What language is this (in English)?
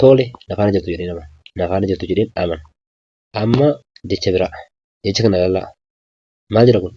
Oromo